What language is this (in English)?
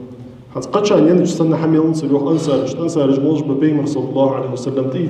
Ingush